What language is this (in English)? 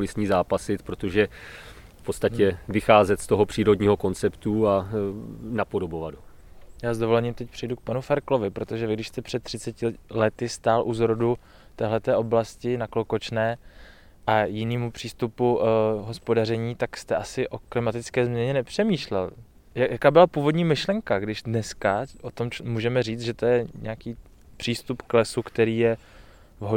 Czech